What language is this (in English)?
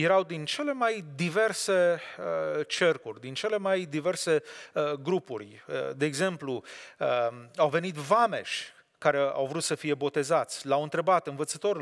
Romanian